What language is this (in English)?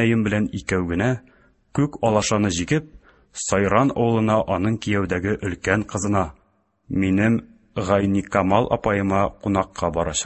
Tatar